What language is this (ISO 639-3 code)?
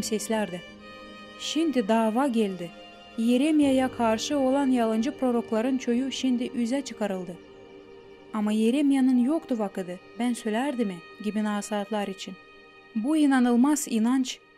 gag